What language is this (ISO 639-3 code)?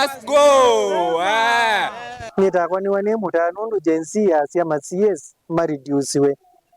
kam